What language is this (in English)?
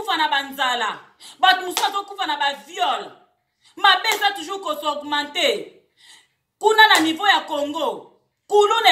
Lingala